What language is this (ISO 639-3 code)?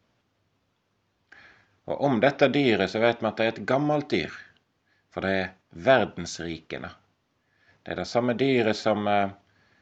nor